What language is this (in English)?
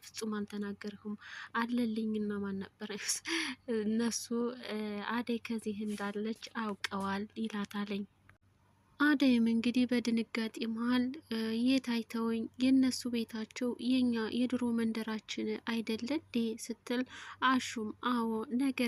Amharic